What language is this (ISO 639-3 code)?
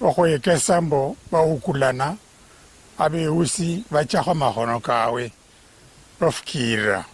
luy